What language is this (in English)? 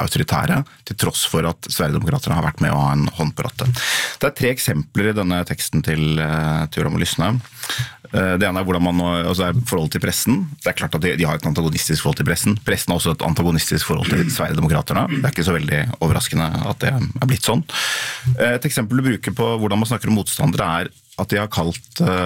Norwegian